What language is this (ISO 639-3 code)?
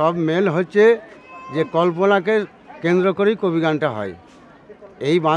ben